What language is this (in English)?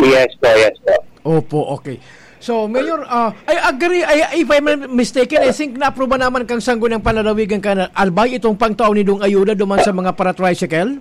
Bikol